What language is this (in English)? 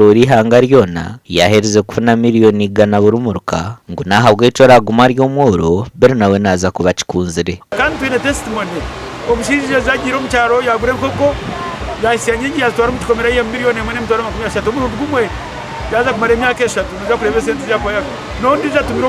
Nyankole